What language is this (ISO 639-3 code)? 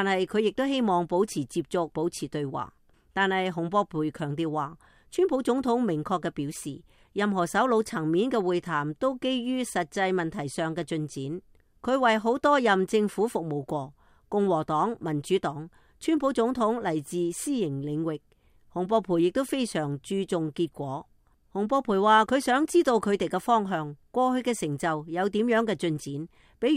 yue